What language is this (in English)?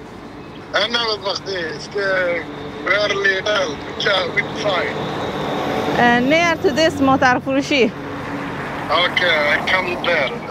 Persian